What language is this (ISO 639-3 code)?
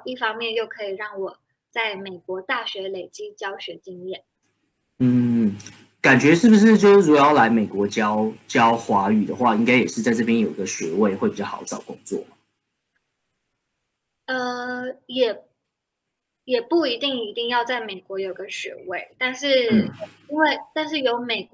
zho